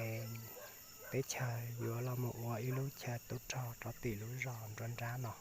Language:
Hmong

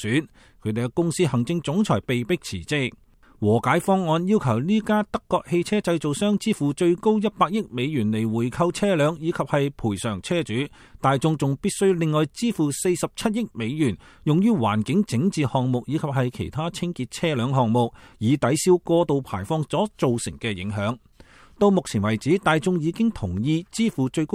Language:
Cantonese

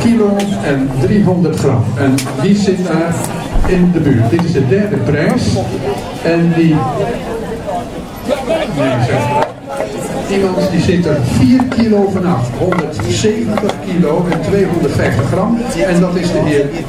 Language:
Dutch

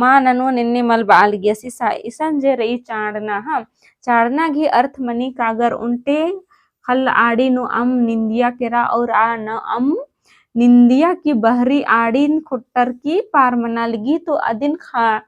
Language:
Kurukh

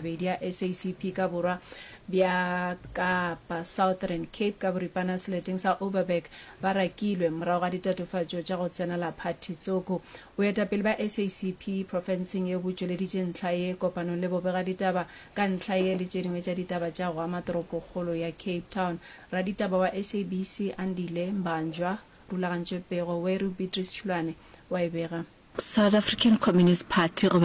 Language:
Northern Sotho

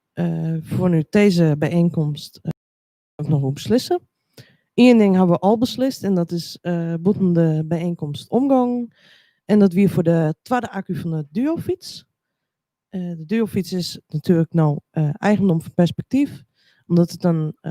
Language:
Western Frisian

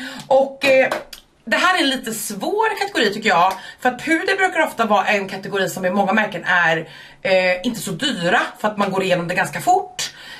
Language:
Swedish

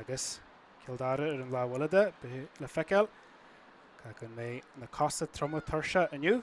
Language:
Irish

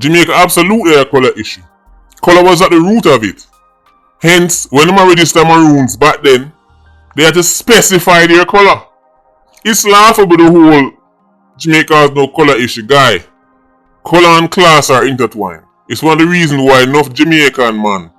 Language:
Jamaican Creole English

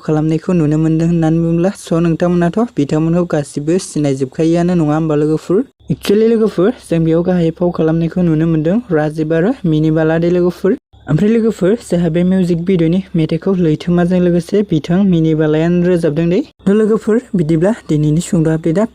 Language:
Bodo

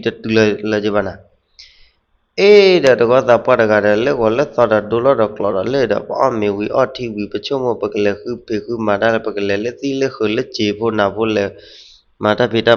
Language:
S'gaw Karen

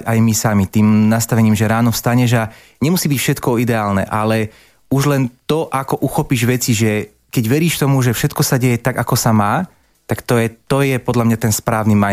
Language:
Slovak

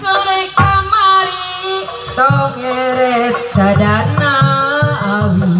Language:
Sundanese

